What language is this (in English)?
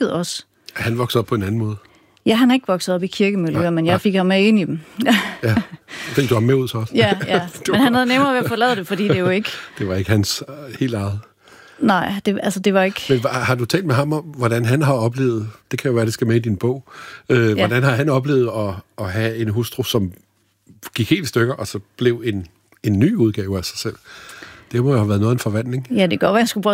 Danish